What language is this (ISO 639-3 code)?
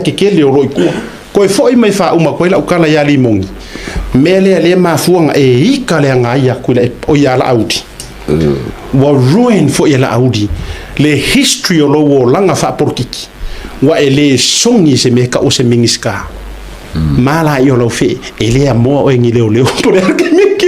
smo